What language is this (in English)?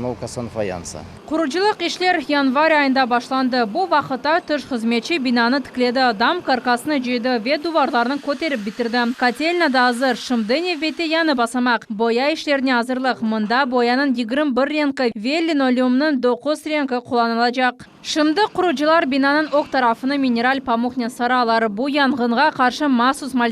Crimean Tatar